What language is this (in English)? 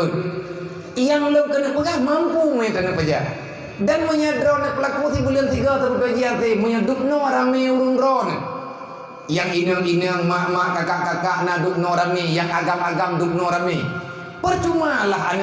Achinese